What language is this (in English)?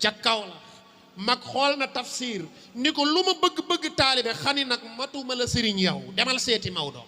Wolof